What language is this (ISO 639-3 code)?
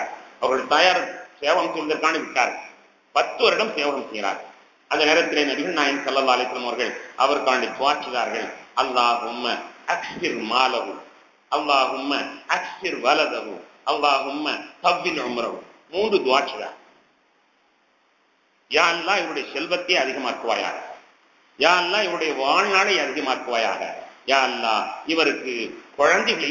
tam